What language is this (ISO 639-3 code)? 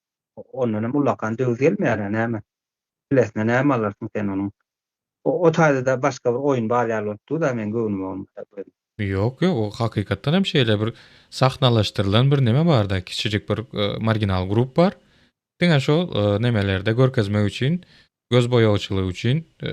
tuk